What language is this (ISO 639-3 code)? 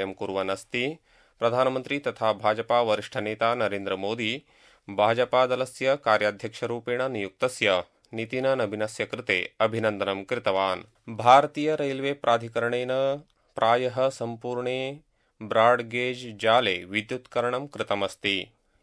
san